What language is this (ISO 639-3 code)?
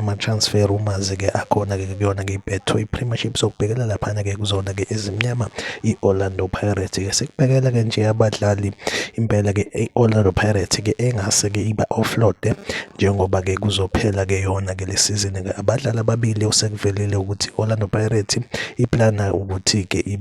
zul